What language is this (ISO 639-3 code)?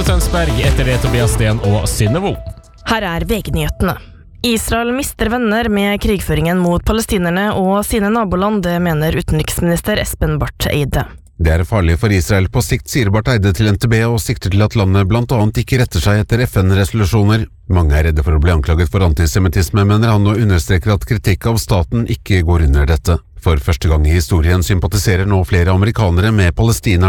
nor